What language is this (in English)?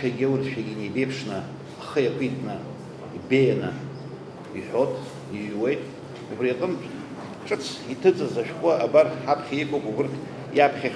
Abkhazian